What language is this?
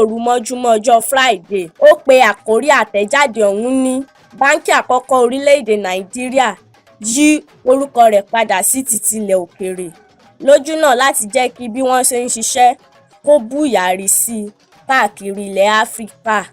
Yoruba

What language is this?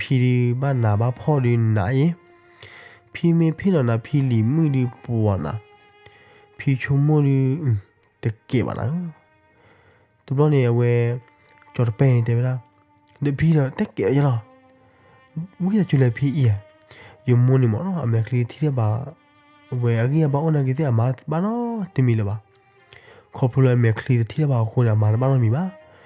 S'gaw Karen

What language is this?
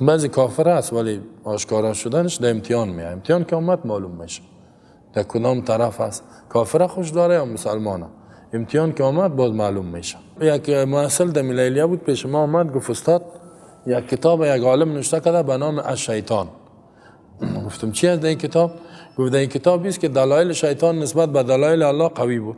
Persian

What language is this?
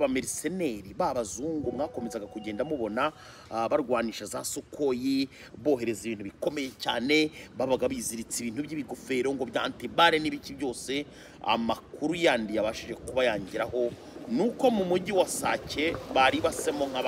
Kinyarwanda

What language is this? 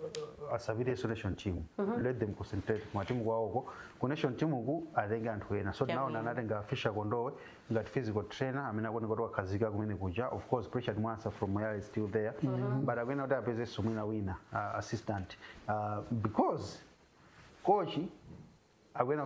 Nyanja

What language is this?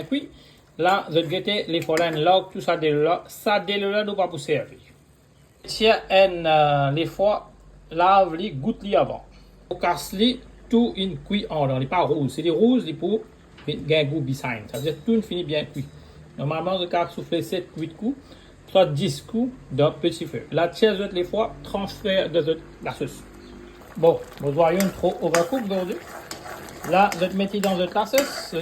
Morisyen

